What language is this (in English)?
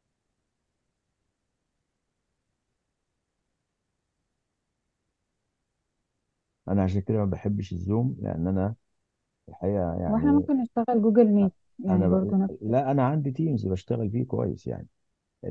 Egyptian Arabic